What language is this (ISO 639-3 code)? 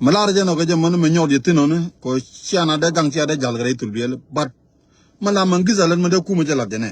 nus